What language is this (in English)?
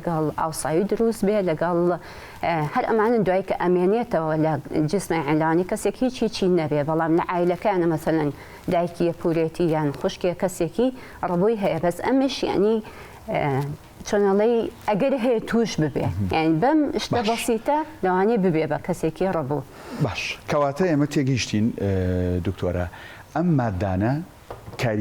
Central Kurdish